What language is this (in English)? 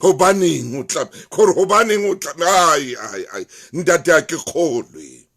Southern Sotho